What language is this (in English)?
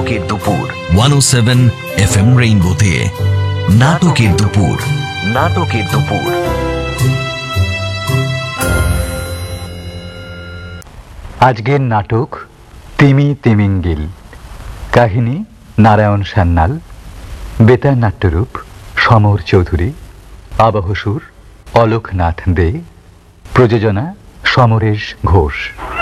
Bangla